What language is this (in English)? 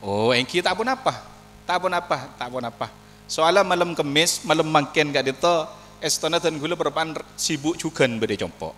Madurese